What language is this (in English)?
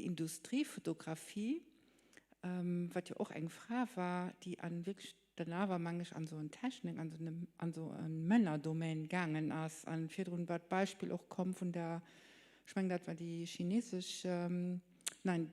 Luxembourgish